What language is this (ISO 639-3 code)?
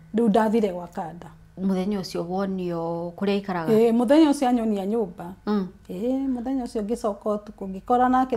kik